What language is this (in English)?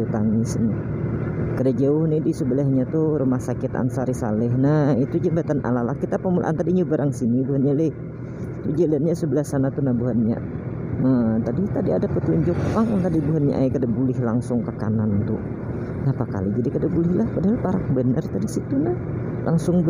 Banjar